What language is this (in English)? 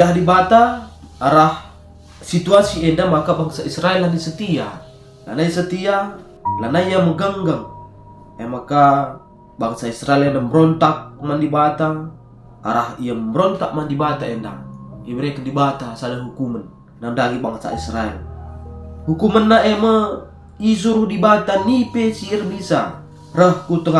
Batak Karo